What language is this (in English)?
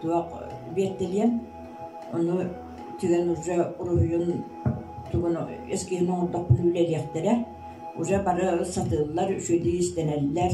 Yakut